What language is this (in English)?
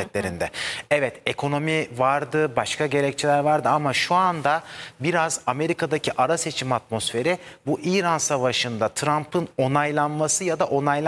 Turkish